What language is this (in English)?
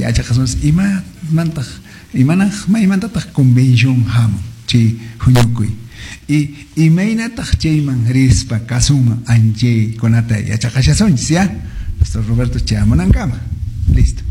Quechua